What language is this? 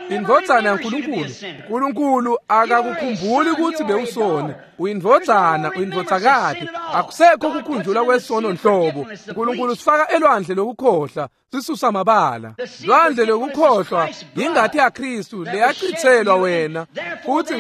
Swati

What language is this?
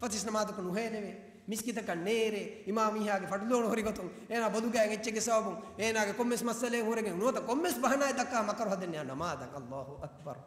Divehi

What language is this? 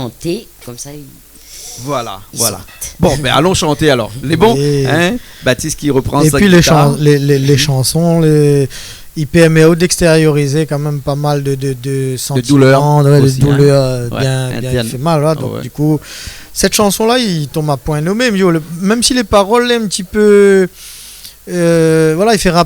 Réunion Creole French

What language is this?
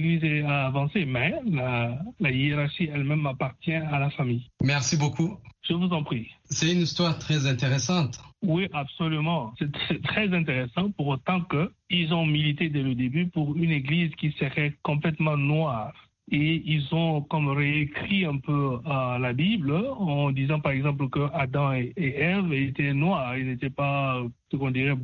French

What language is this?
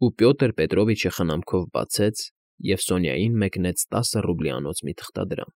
Armenian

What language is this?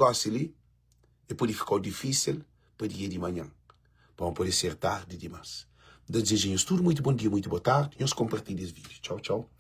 Kabuverdianu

